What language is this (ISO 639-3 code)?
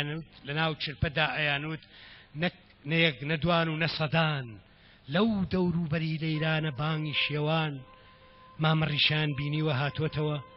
ckb